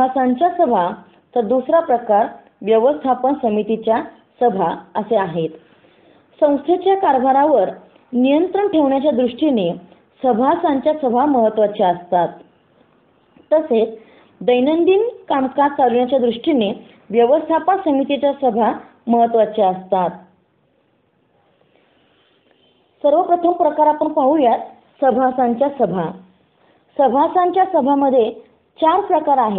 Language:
Marathi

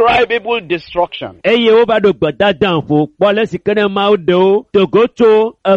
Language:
Ewe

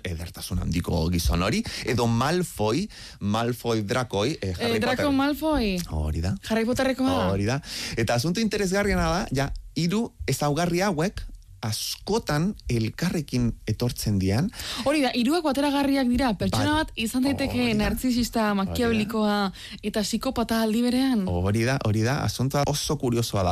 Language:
Basque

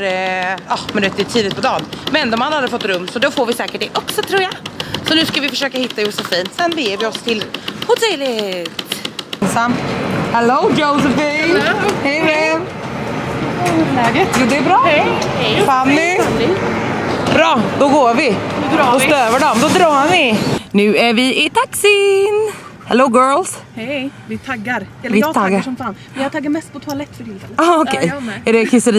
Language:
Swedish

